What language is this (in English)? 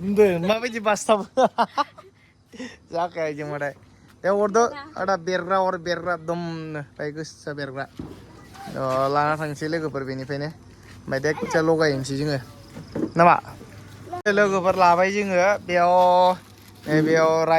Bodo